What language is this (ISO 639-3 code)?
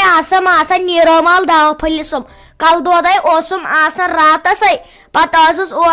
kas